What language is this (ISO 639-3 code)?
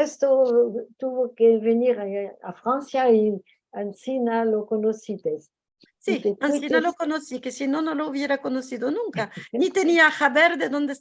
lad